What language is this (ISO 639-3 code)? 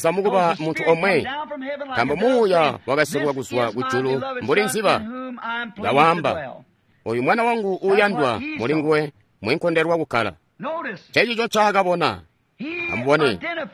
toi